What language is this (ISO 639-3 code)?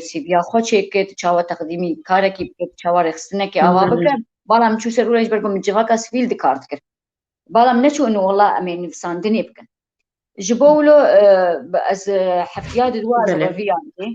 kur